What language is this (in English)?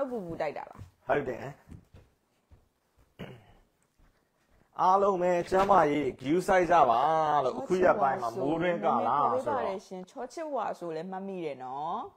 Burmese